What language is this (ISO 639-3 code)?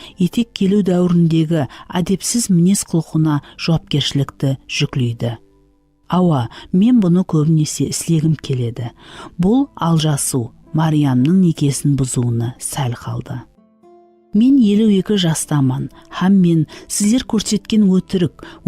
kaa